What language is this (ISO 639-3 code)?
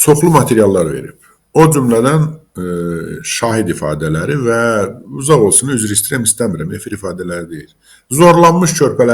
aze